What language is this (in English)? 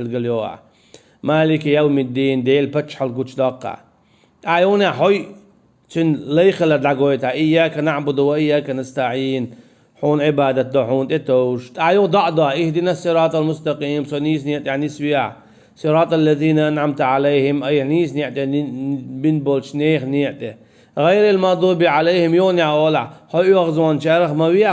Chechen